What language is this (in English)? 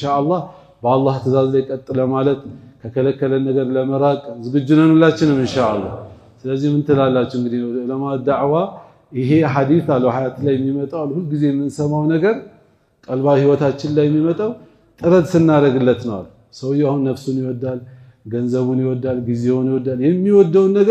Amharic